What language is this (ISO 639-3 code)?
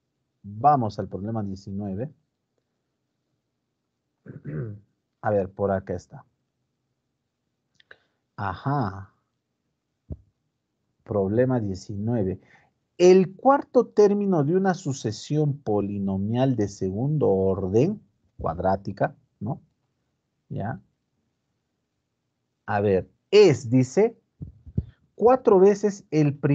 spa